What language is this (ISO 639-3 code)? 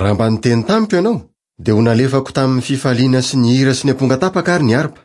mlg